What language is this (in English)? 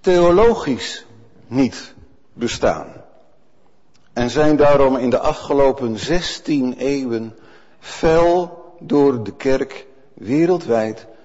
Dutch